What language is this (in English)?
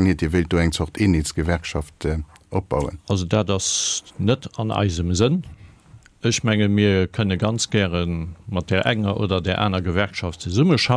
Luxembourgish